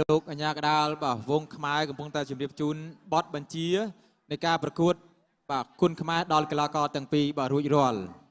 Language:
Khmer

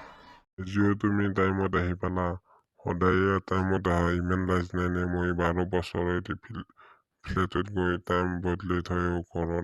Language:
Assamese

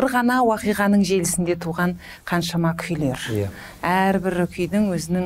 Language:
Kazakh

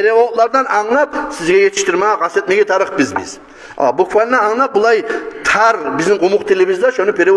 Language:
Kumyk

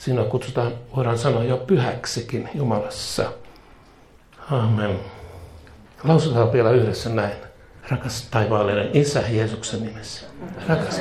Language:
Finnish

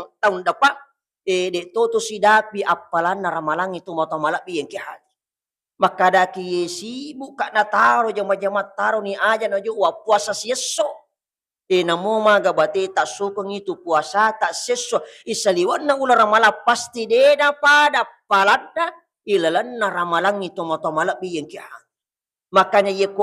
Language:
Buginese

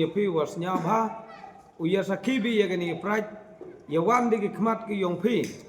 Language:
Pnar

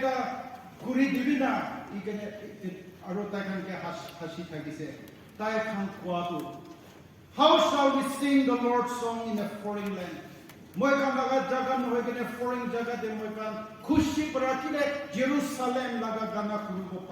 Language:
Naga Pidgin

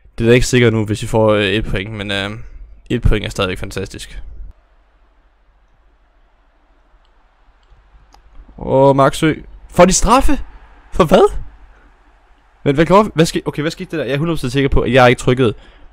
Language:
Danish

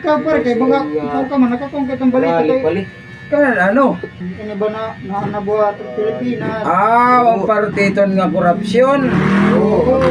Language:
Waray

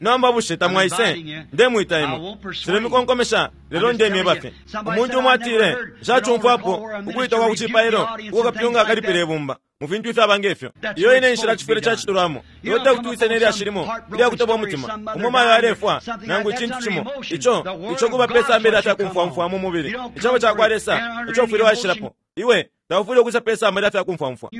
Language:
Bemba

